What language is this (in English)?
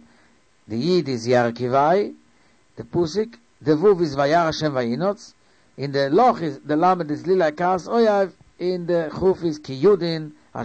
Yiddish